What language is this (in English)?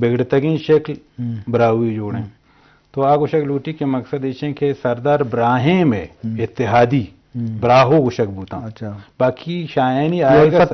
Eastern Balochi